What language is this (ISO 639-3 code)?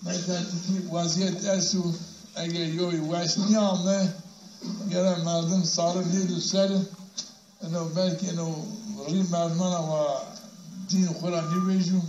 zza